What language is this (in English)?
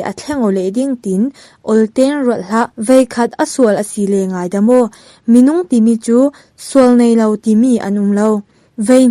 Falam Chin